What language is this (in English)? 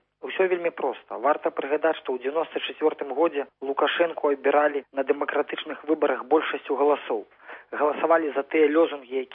Belarusian